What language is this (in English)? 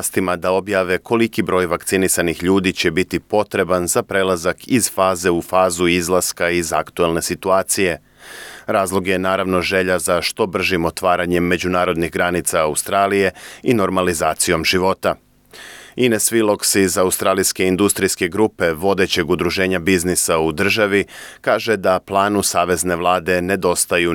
Serbian